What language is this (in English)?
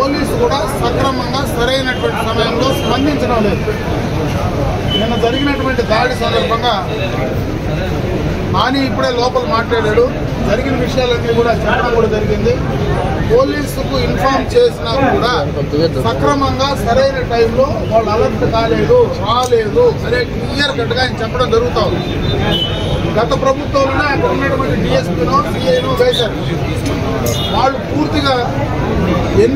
Telugu